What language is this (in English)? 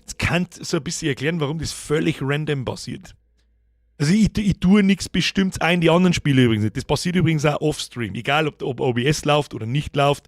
Bavarian